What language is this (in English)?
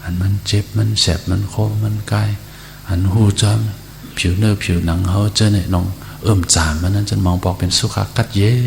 Shan